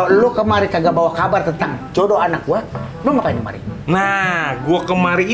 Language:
Betawi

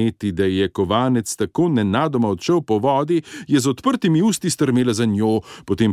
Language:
Slovenian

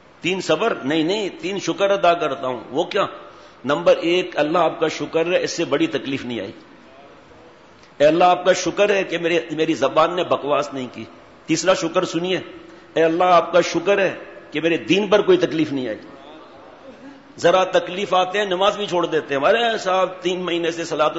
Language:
Urdu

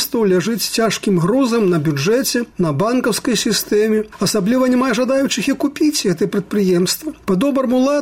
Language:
Belarusian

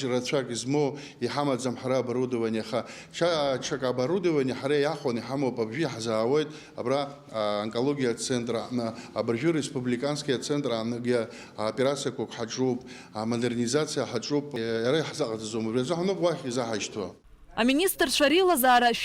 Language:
Abkhazian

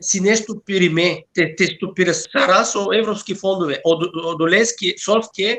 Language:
Balkan Romani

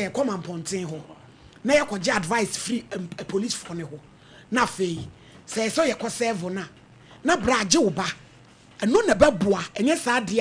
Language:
Akan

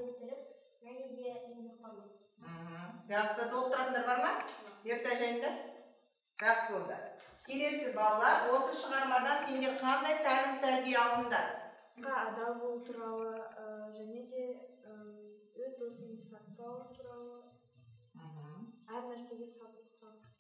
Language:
Kazakh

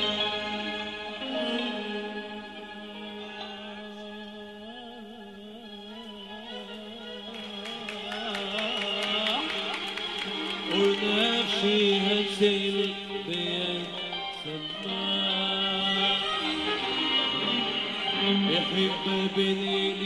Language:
Arabic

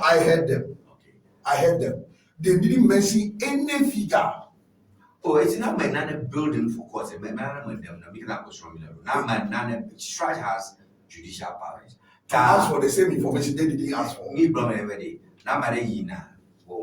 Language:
Ewe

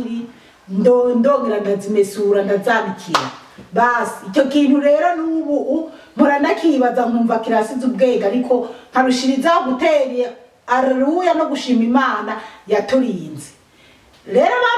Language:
Rundi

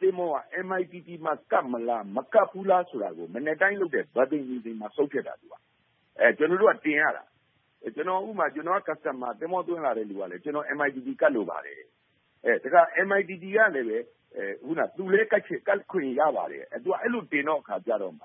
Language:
Burmese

